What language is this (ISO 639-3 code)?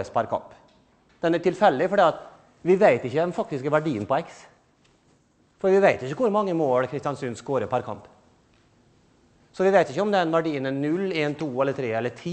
nor